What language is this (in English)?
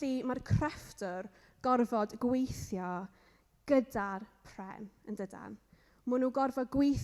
Welsh